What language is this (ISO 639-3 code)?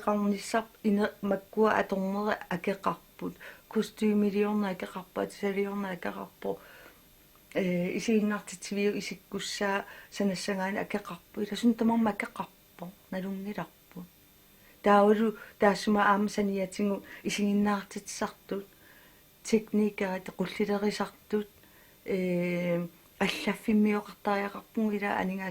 kal